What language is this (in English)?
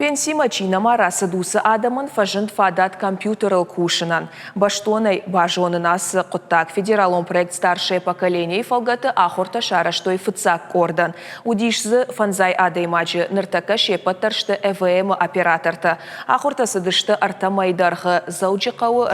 Ossetic